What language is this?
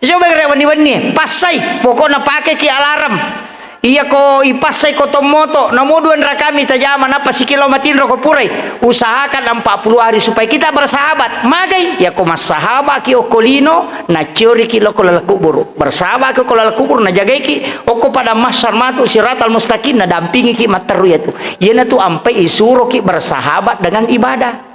Buginese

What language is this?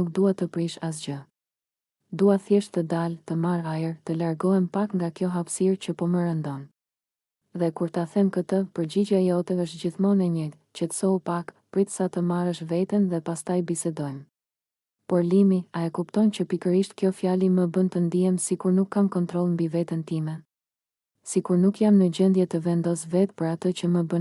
Albanian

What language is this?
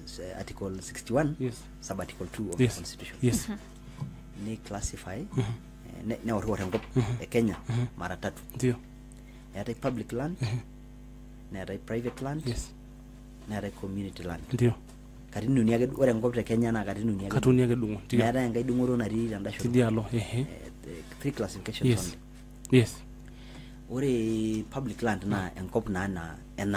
Masai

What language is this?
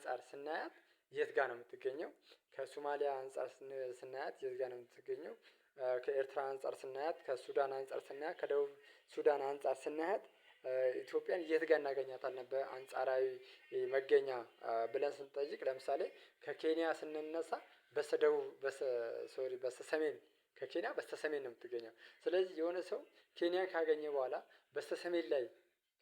Amharic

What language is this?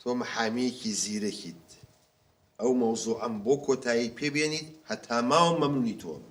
Central Kurdish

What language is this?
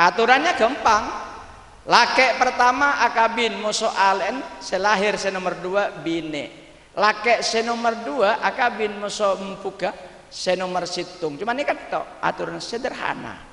Madurese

